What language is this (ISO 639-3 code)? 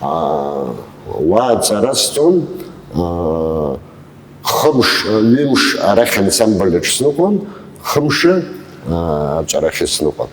abk